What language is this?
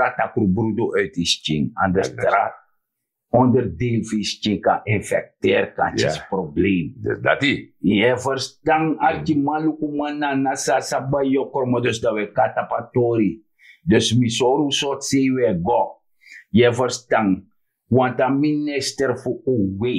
Sranan Tongo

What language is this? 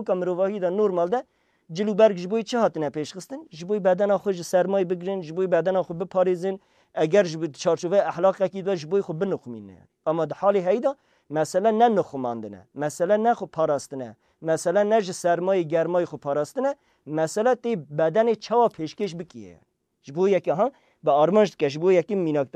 Kurdish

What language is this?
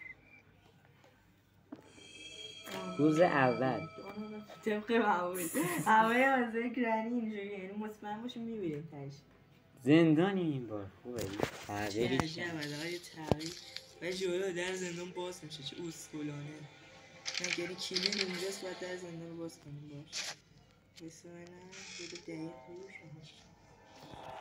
Persian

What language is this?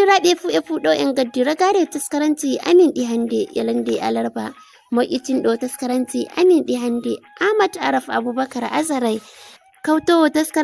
Nigerian Fulfulde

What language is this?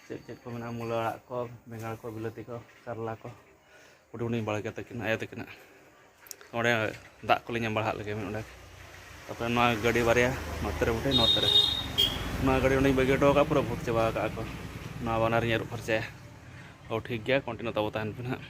Santali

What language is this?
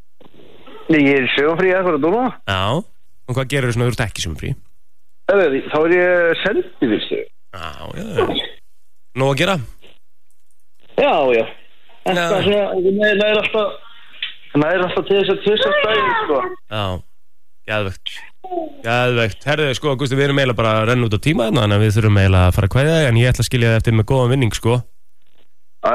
Icelandic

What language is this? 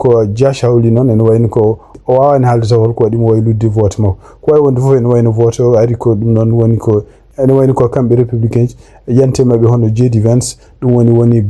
Fula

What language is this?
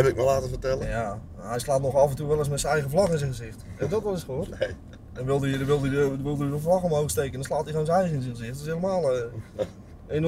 Dutch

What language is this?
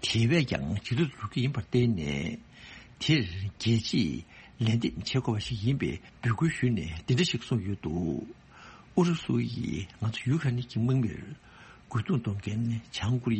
Tibetan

